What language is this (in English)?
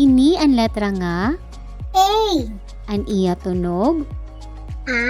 Waray